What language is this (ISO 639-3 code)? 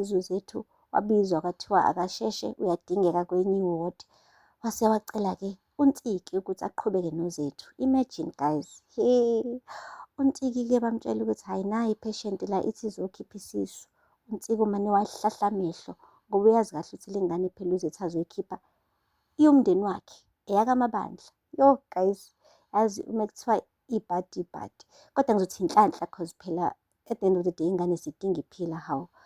zul